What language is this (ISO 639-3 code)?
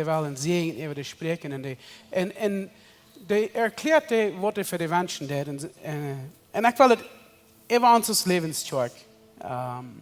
pdt